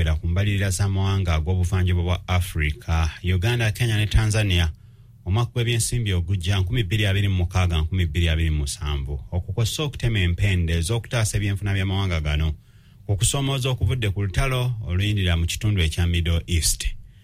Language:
Ganda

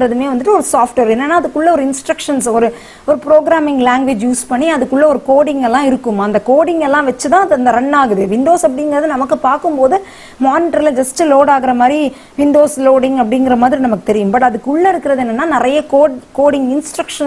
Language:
Tamil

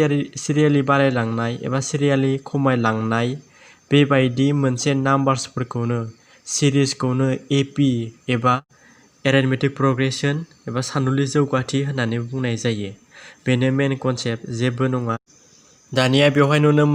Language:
Bodo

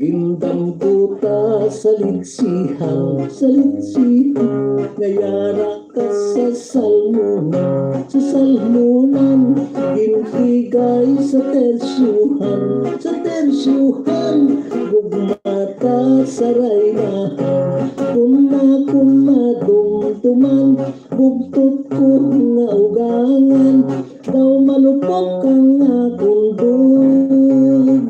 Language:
Hiligaynon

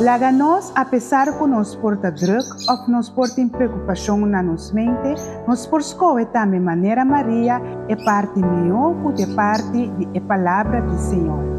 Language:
Papiamento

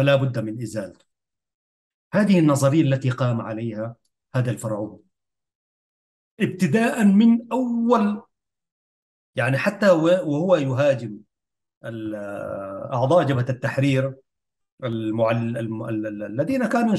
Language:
Arabic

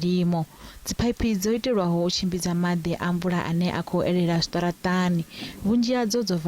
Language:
Venda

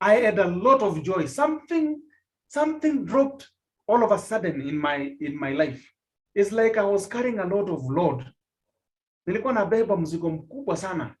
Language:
Kalenjin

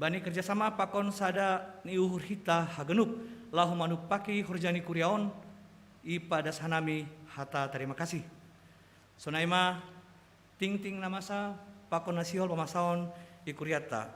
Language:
Batak Simalungun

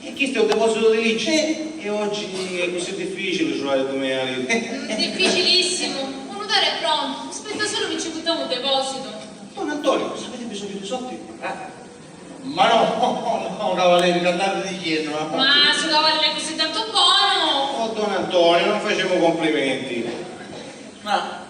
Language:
Sicilian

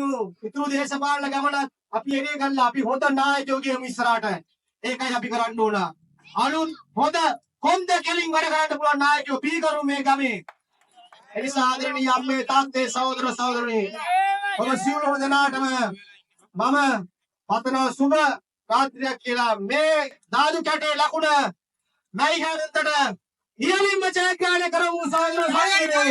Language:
Sinhala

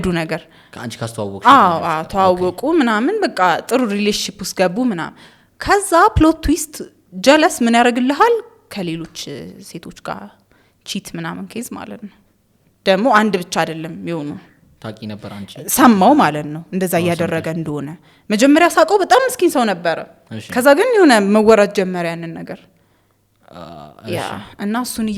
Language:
Amharic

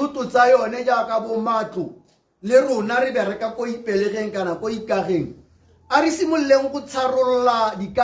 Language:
Tswana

